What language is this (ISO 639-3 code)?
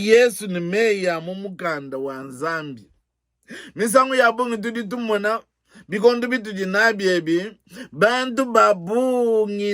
lua